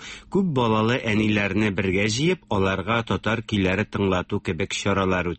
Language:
Tatar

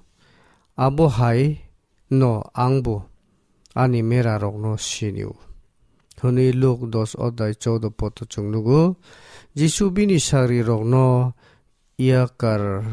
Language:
Kok Borok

